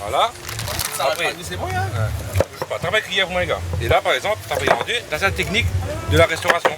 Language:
Réunion Creole French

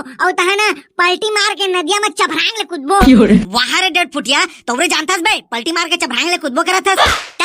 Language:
Chhattisgarhi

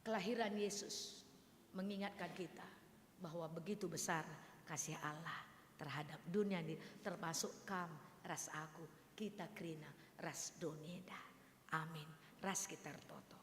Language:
Batak Karo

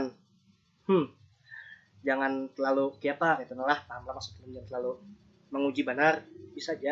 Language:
Banjar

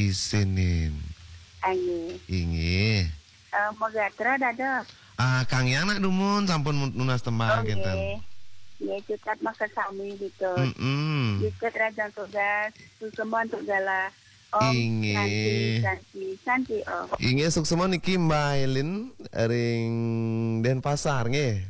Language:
Balinese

